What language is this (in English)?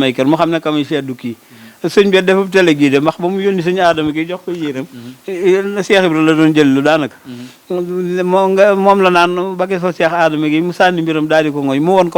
Wolof